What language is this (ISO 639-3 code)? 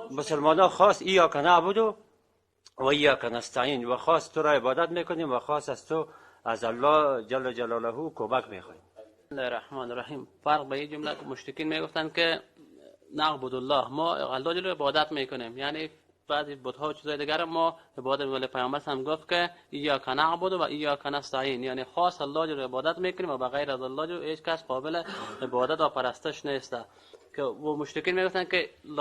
fas